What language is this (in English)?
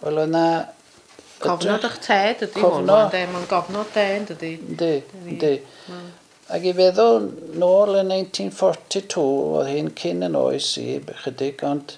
Welsh